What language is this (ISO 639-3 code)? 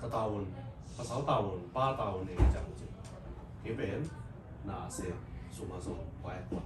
ctd